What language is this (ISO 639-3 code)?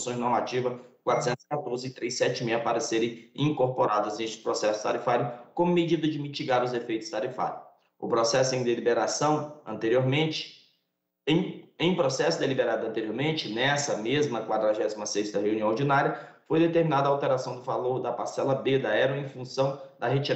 por